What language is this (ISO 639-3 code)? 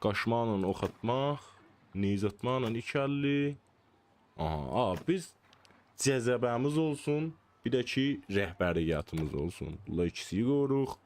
azb